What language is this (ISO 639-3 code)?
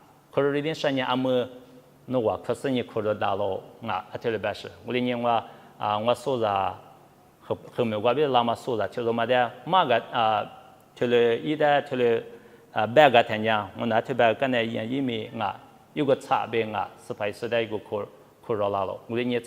lis